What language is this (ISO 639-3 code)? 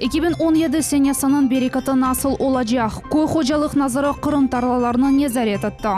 crh